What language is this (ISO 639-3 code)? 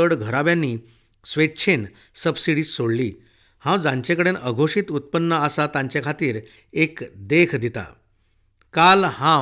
kok